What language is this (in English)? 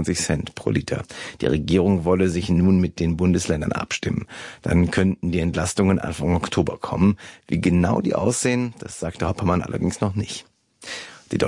German